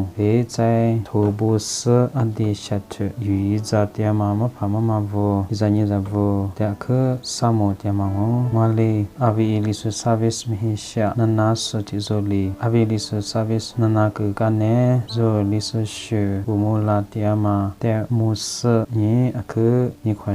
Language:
Lisu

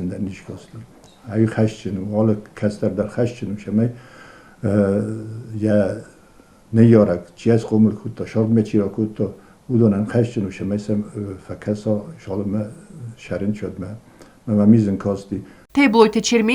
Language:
Ossetic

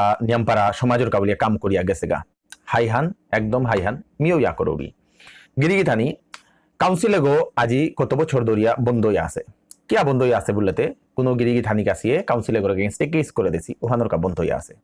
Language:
Bishnupriya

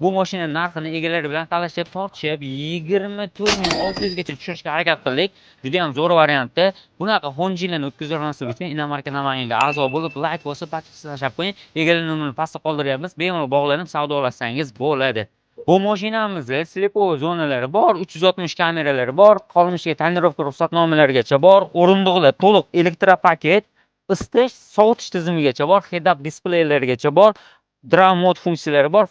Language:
Uzbek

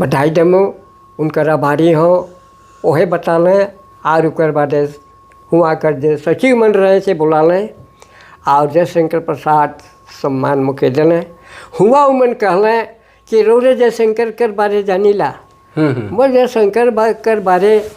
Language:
Sadri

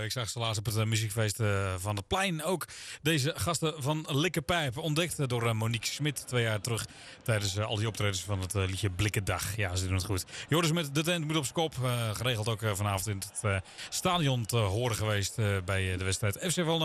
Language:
Dutch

